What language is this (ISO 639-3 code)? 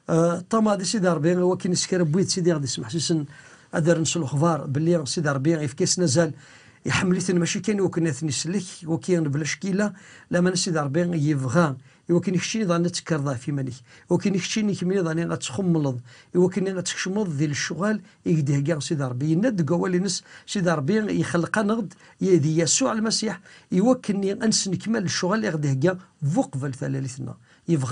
kab